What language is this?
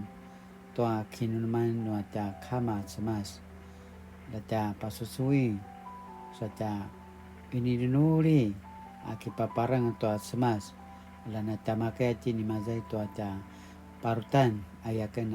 Paiwan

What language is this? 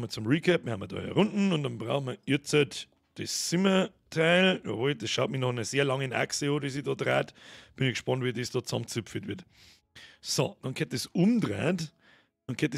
Bavarian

